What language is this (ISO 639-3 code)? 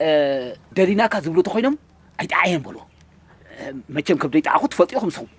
tir